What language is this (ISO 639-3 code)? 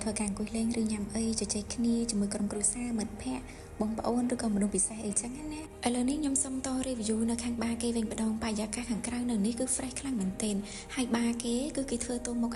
khm